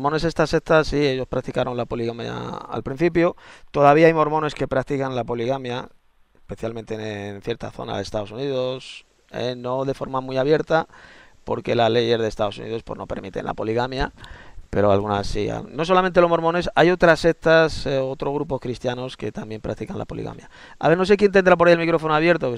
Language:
Spanish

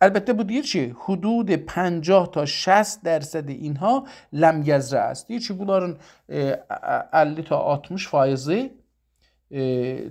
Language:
South Azerbaijani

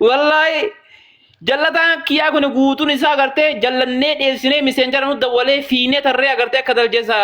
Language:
Oromo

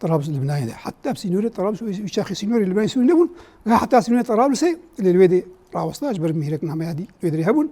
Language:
Kurdish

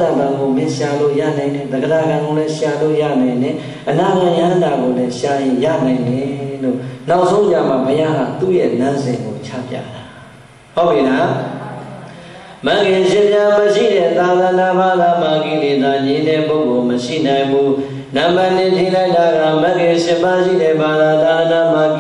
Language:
Burmese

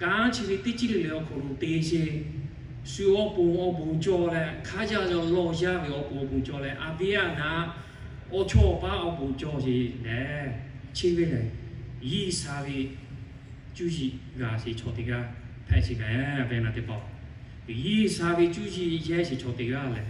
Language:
Lahu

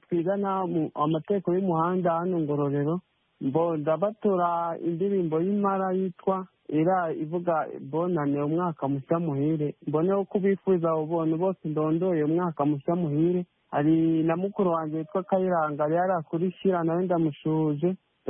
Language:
Kinyarwanda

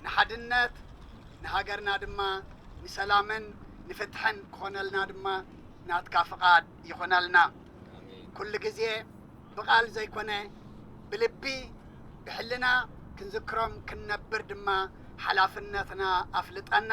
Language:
Tigrinya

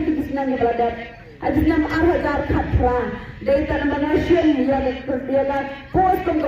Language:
Khasi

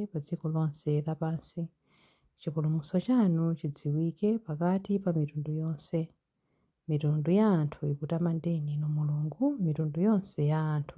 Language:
Nyanja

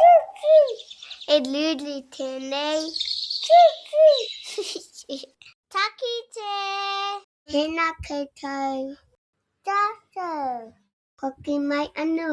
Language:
Māori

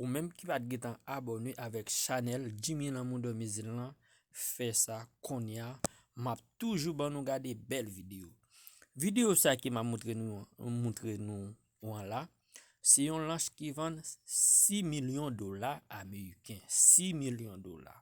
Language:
Haitian Creole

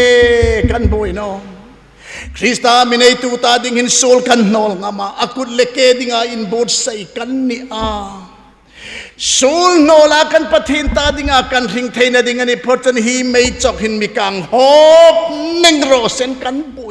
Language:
Hmar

